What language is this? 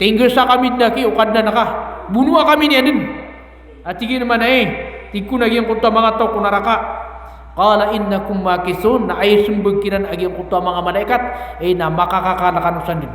Maranao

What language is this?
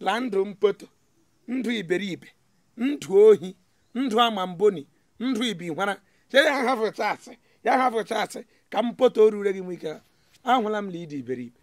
Igbo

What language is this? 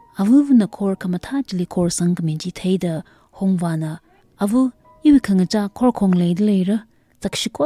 Tangkhul Naga (India)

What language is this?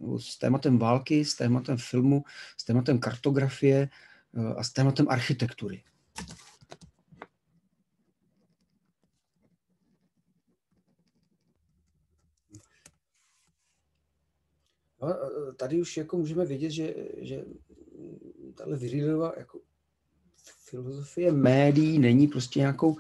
Czech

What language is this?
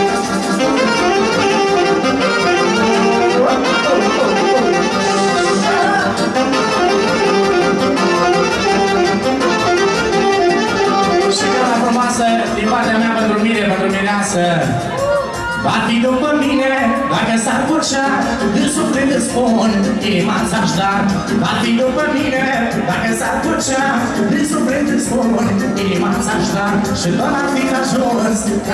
Romanian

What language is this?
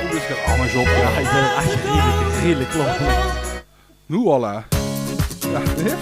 Limburgish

